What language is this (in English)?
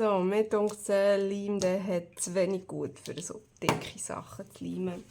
Swiss German